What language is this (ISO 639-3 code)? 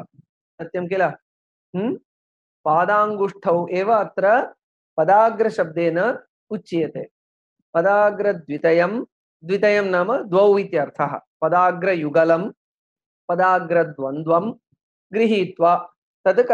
san